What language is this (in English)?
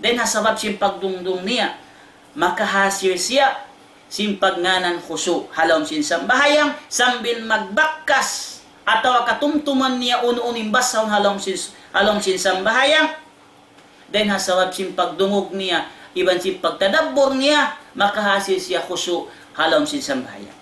Tausug